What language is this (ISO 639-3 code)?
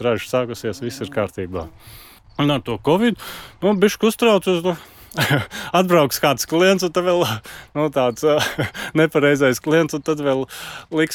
lav